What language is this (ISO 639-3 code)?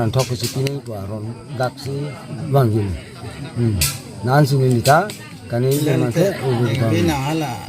mjw